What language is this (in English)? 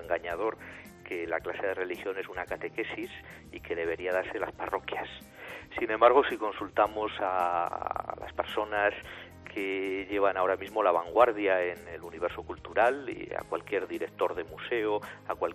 Spanish